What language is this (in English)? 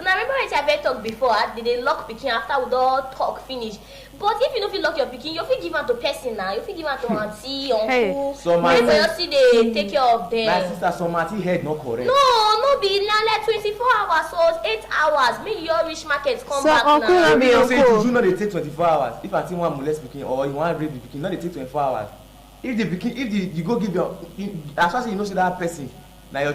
Nigerian Pidgin